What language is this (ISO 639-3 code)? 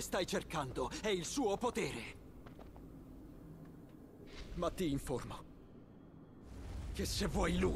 ita